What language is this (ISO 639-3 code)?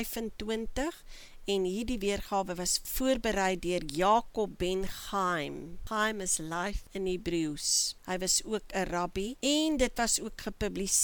afr